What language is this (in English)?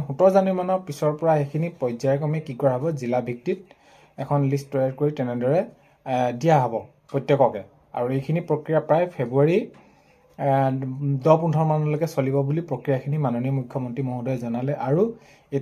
Assamese